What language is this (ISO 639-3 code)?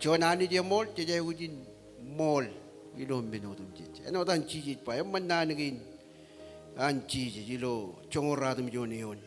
mah